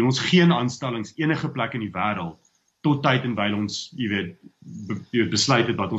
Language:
Afrikaans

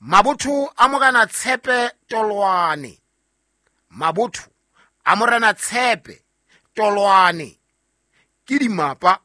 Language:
Southern Sotho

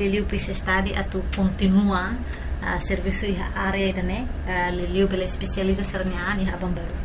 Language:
Tetum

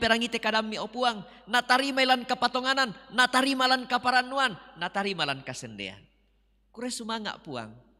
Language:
Toraja-Sa'dan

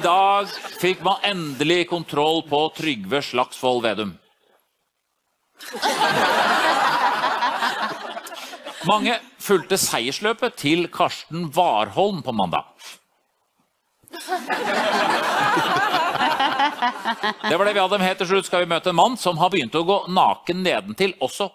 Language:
Norwegian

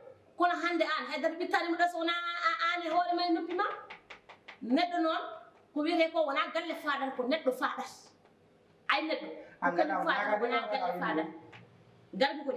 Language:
Fula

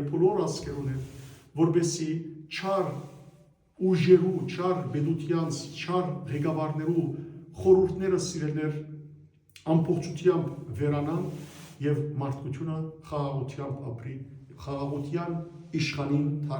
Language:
Western Armenian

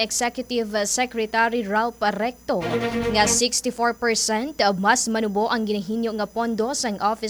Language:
Hiligaynon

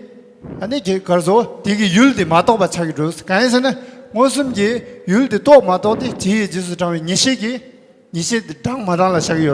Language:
Tibetan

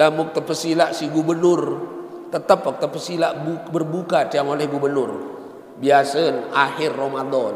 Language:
Sasak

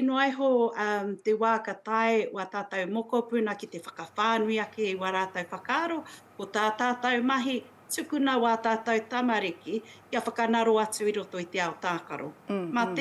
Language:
Māori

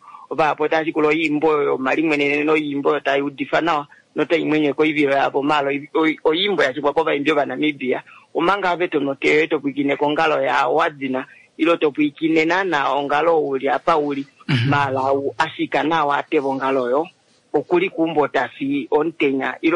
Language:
Kuanyama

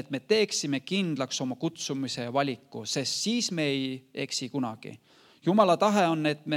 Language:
Estonian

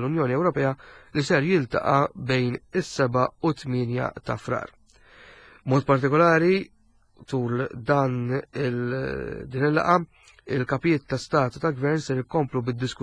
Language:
Maltese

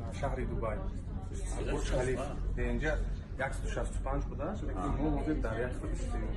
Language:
Tajik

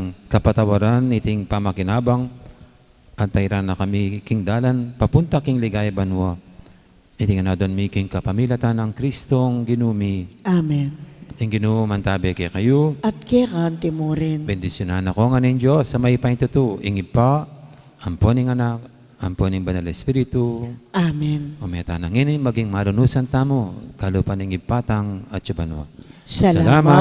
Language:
Pampanga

